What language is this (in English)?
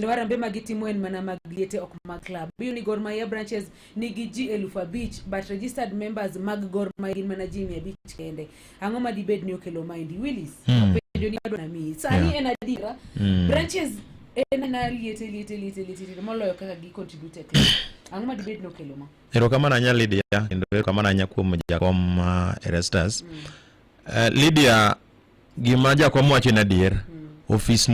Luo (Kenya and Tanzania)